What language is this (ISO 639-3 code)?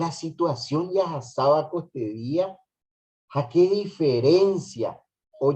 grn